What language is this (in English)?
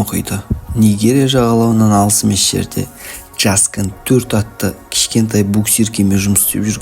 Kazakh